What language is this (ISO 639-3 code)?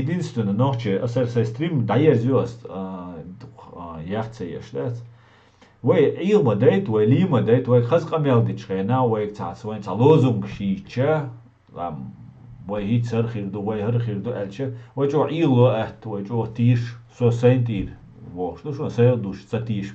che